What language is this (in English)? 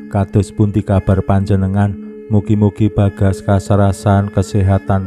Javanese